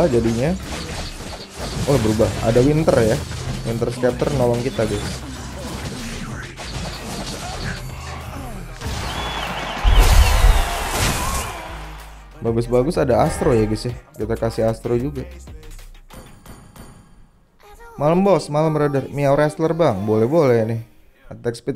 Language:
Indonesian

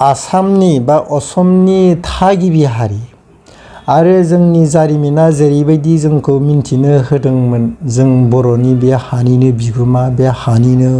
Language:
Bodo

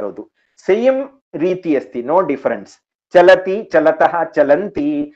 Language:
Sanskrit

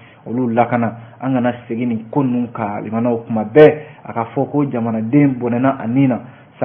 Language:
Bambara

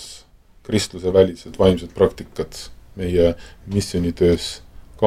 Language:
Estonian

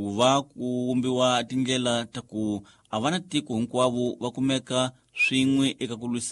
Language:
Tsonga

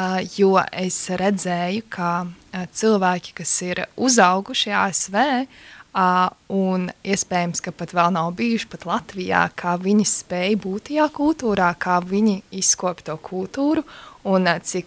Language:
Latvian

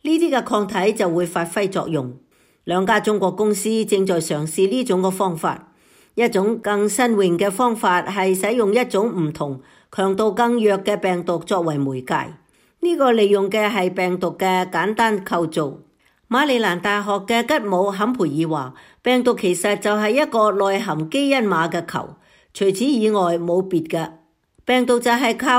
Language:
Cantonese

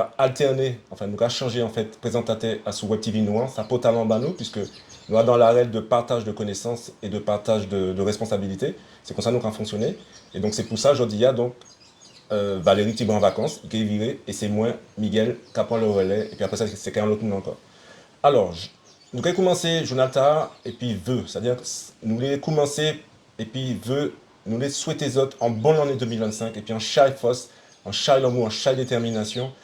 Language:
Guadeloupean Creole French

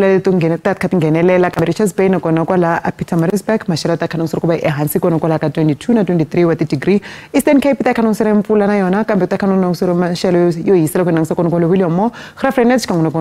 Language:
Tsonga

